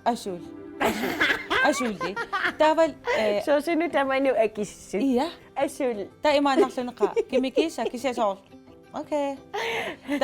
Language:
Kalaallisut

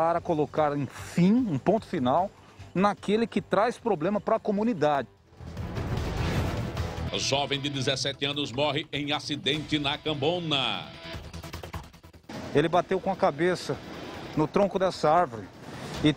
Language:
Portuguese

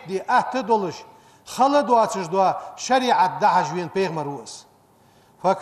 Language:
Ingush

